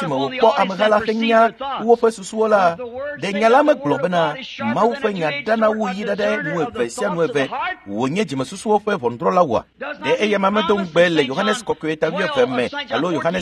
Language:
Ewe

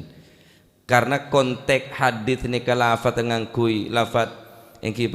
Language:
Madurese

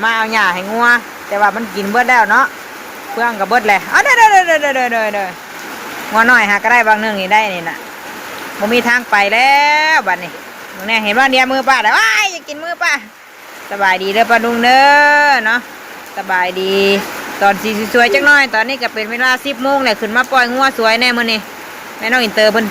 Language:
Northeastern Thai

